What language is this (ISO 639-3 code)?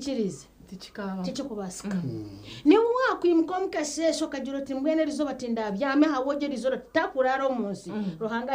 nyn